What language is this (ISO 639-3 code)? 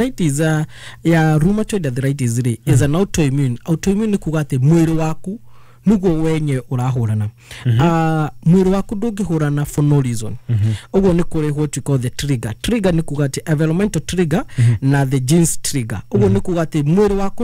kik